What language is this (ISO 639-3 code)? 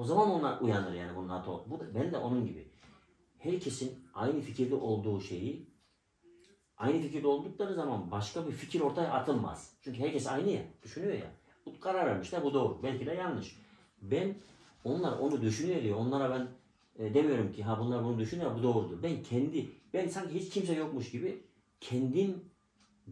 tur